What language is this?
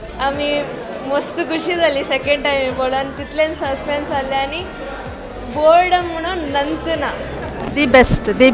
Konkani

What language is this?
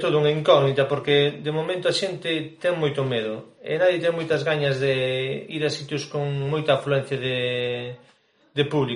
Galician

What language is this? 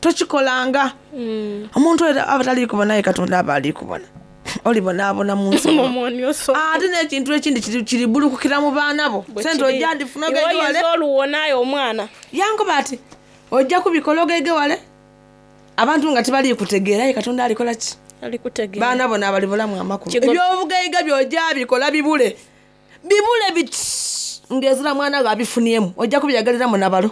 Soga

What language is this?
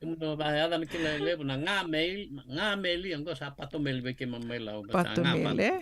Fijian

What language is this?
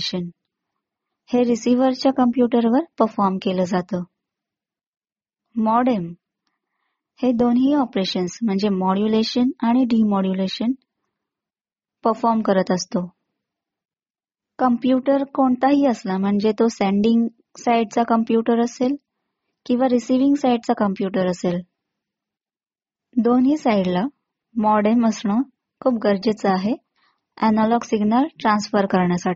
Marathi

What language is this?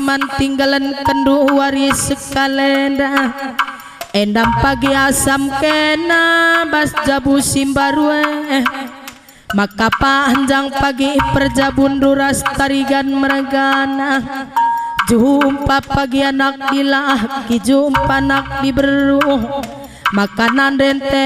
Batak Karo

